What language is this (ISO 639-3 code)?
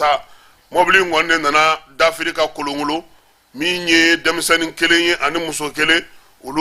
bam